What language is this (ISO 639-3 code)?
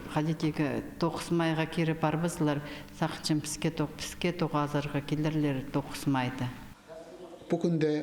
kjh